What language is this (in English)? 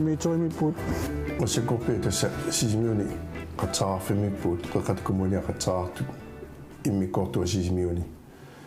Kalaallisut